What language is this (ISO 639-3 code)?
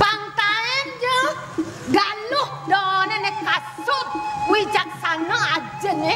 ban